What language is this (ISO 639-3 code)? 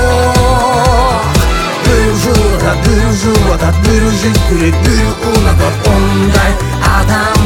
kaz